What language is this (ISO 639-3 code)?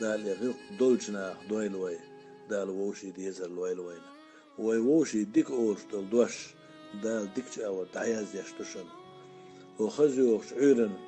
che